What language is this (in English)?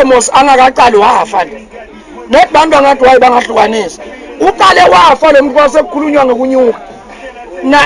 Swati